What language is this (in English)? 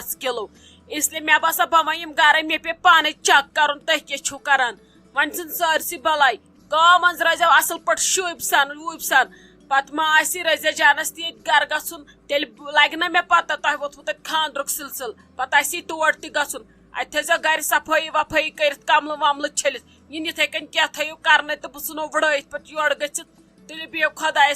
Kashmiri